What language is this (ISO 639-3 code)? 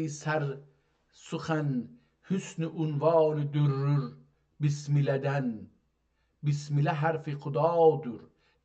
azb